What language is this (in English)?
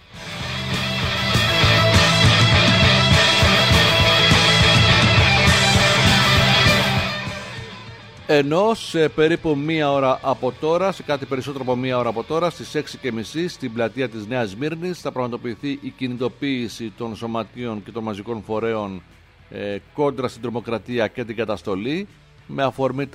Greek